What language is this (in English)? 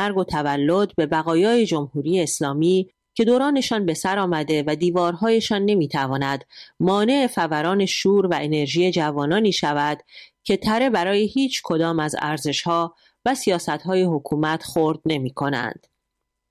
Persian